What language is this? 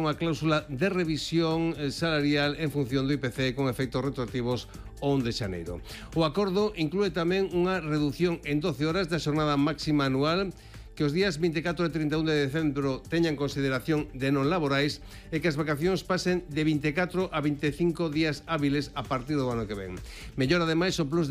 Galician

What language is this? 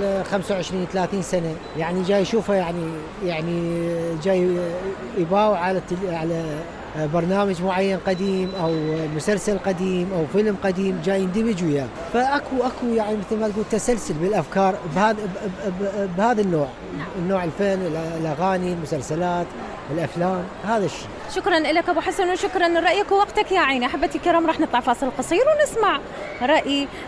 Mesopotamian Arabic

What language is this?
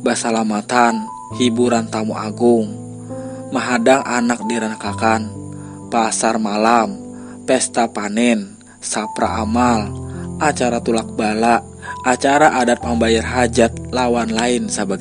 Banjar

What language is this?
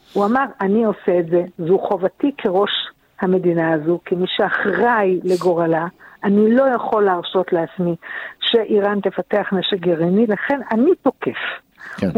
Hebrew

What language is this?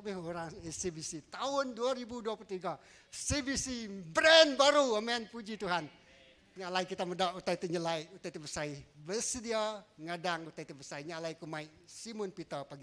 Iban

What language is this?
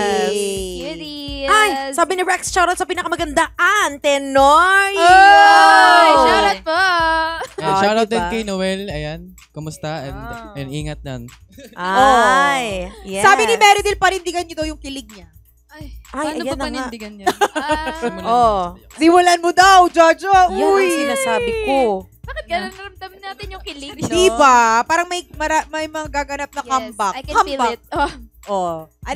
Filipino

